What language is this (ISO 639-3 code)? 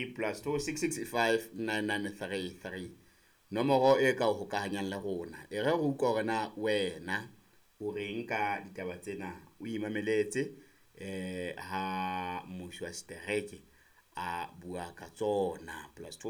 sot